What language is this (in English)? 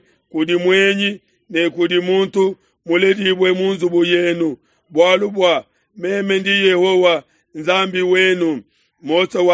Luba-Lulua